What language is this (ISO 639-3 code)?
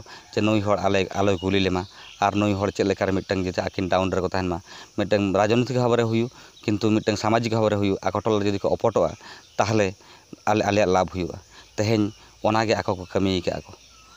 sat